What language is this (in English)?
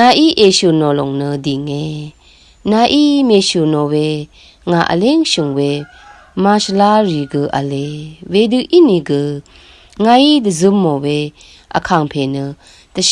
Rawang